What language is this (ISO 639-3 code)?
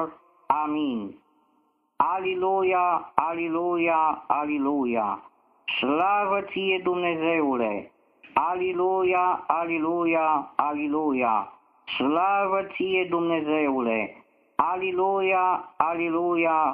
ron